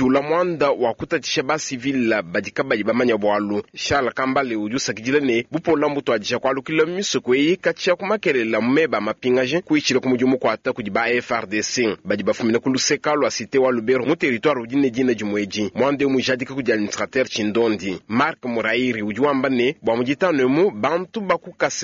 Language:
Luba-Lulua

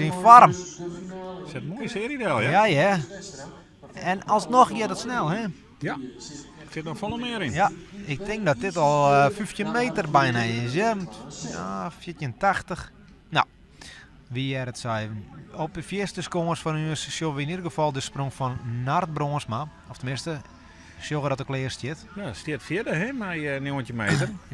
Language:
Western Frisian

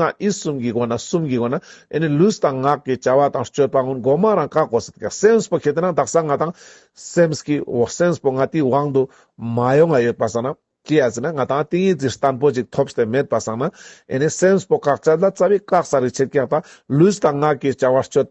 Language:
Ladakhi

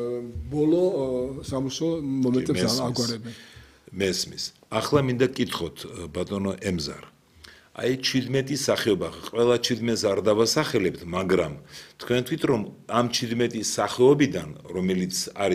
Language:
Georgian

